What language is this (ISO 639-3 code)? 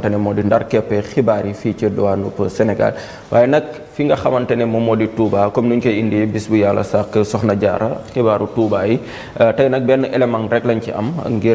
wol